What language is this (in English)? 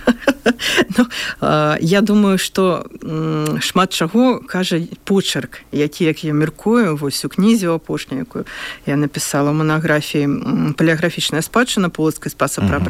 Belarusian